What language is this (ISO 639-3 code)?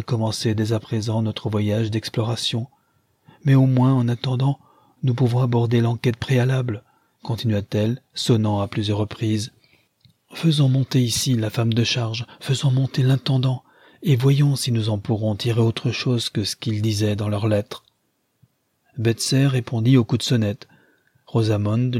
fra